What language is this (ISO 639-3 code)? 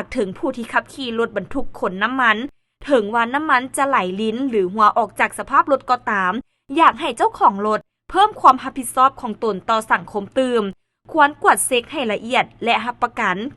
lao